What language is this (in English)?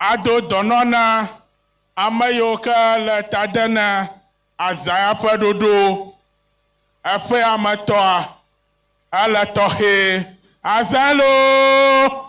Ewe